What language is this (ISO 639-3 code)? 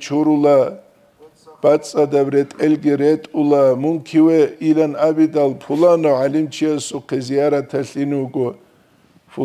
ava